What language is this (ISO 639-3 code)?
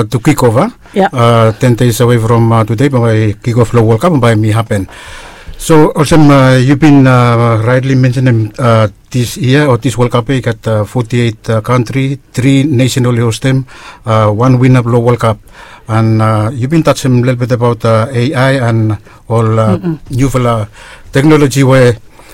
bis